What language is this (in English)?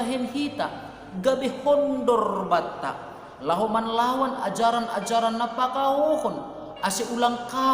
Batak Simalungun